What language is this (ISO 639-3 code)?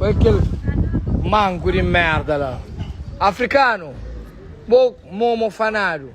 kea